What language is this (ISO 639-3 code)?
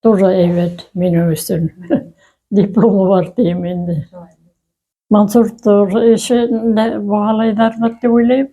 bak